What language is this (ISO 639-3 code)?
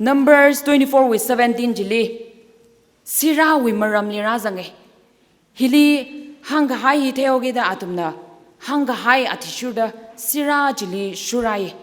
nmf